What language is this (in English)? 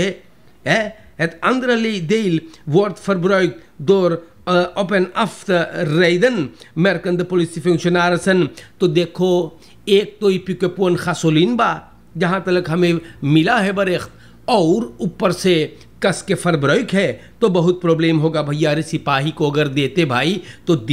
Caribbean Hindustani